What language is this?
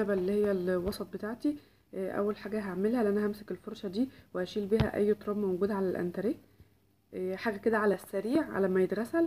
Egyptian Arabic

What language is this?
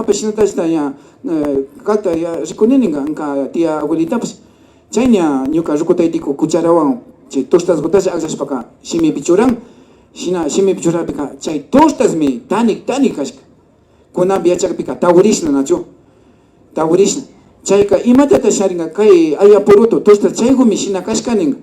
Imbabura Highland Quichua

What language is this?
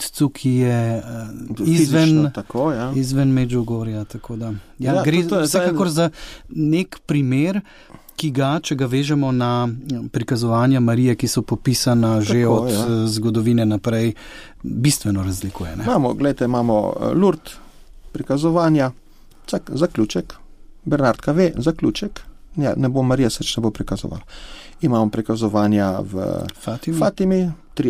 Slovenian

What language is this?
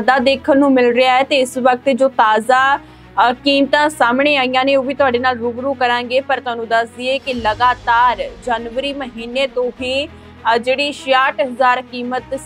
Punjabi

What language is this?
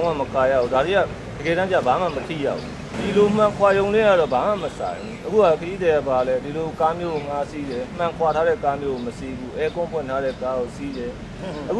Burmese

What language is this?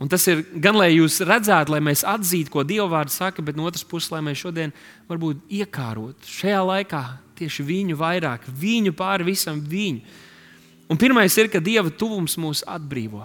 Latvian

